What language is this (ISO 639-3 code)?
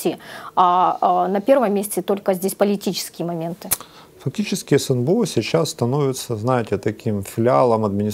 rus